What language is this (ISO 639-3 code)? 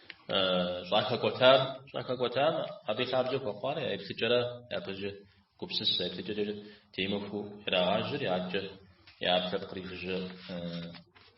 kbd